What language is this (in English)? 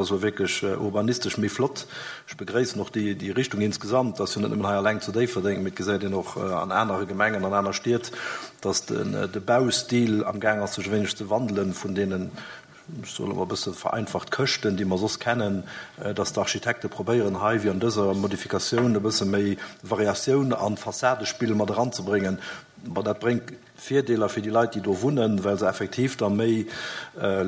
Luxembourgish